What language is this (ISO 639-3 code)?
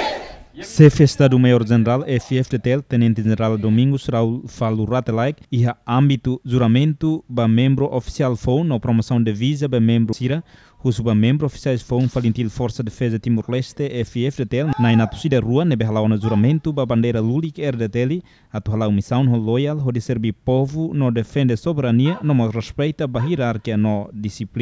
tet